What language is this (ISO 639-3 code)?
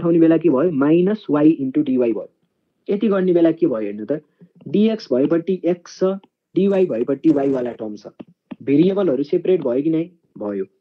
nep